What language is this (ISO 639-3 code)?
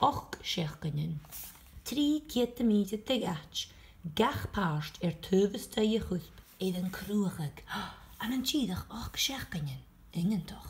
gla